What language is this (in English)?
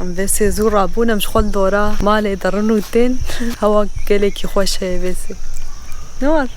Kurdish